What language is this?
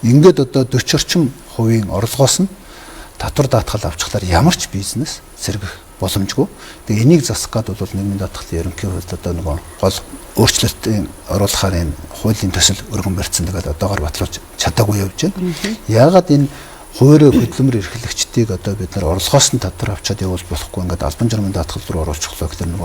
Mongolian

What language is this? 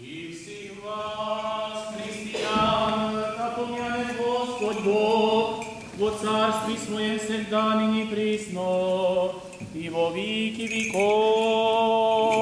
Rusyn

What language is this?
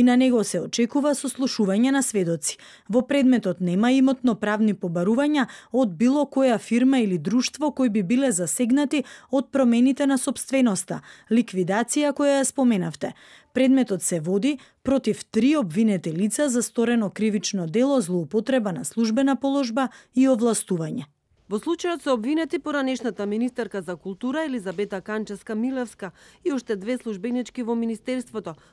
Macedonian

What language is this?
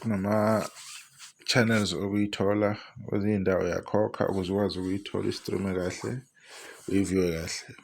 Zulu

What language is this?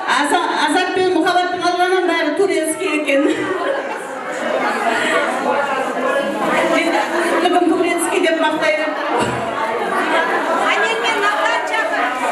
Kara-Kalpak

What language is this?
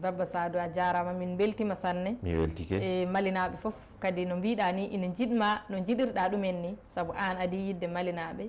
Fula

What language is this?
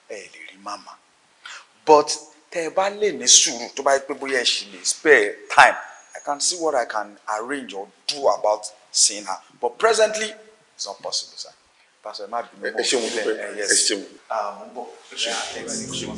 Yoruba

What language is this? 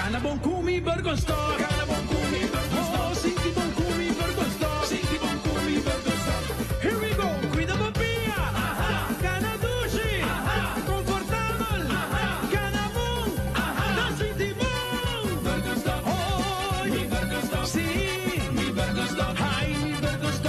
Papiamento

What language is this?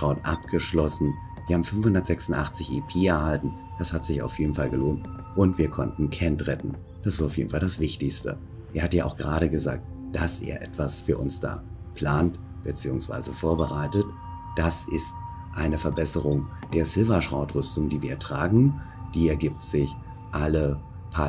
German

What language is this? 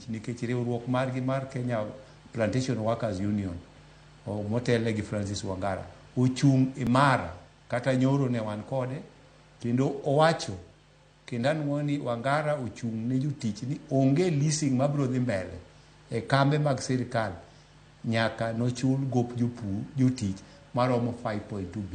Luo (Kenya and Tanzania)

